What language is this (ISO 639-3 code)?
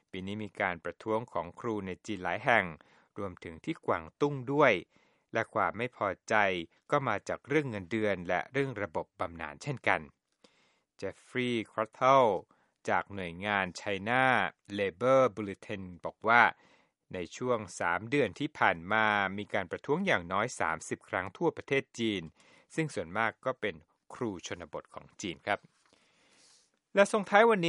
tha